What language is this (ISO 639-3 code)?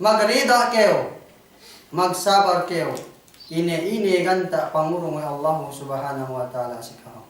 yka